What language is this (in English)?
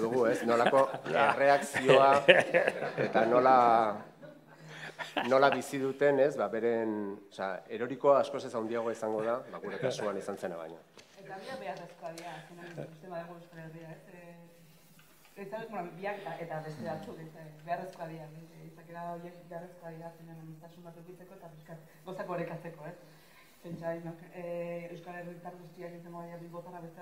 Basque